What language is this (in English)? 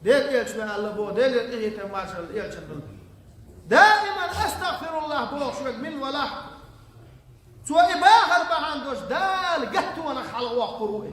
Chechen